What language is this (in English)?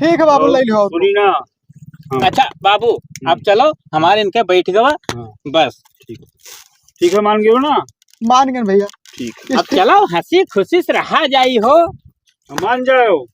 Awadhi